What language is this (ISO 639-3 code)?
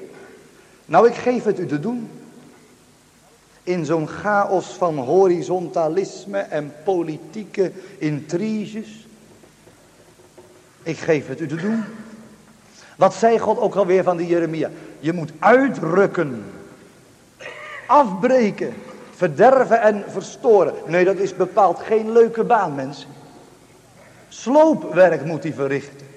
nld